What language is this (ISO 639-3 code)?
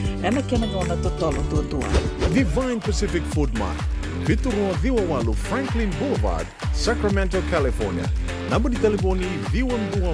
fij